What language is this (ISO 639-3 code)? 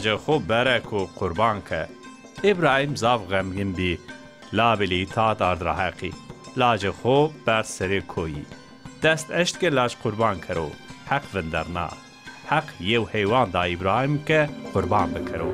zza